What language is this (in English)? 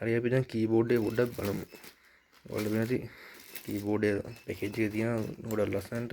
Sinhala